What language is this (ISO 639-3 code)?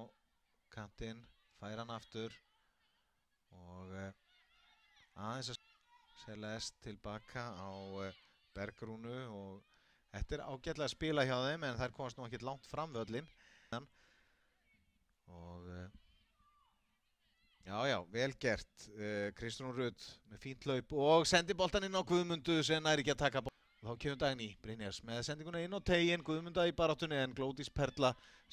isl